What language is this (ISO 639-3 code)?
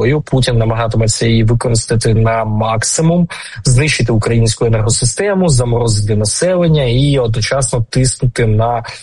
ukr